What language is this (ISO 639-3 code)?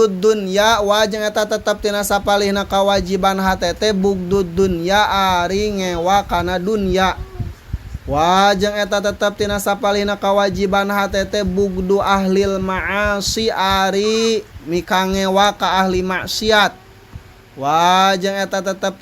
sun